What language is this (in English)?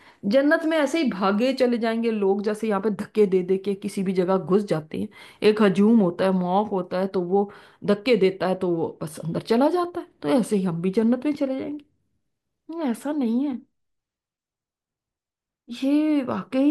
Urdu